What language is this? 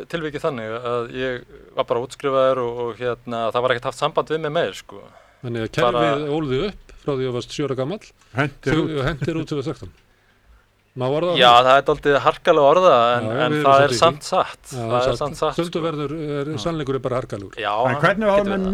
Icelandic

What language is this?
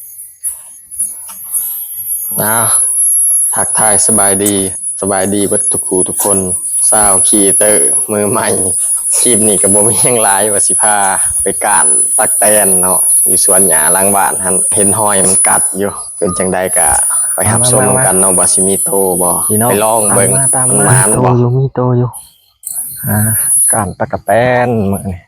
Lao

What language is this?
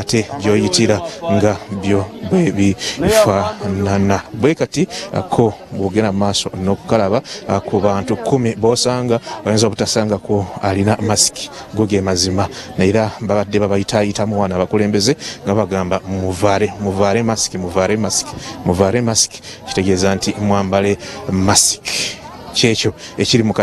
Ganda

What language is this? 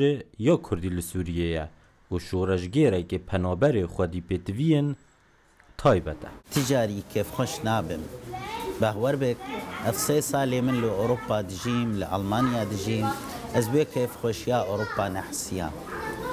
Kurdish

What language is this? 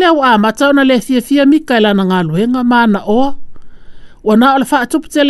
Samoan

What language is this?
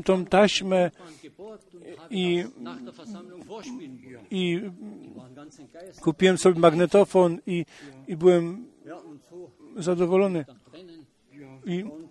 Polish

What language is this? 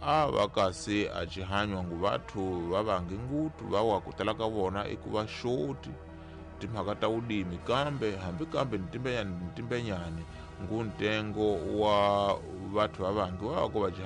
Tsonga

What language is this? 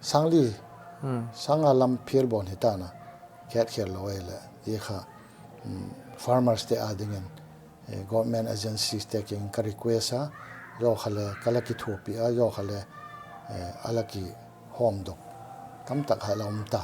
Paite Chin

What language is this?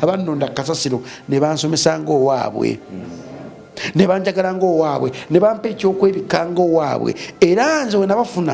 Ganda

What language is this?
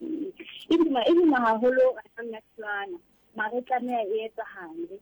Southern Sotho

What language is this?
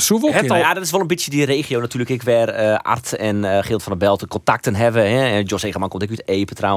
Western Frisian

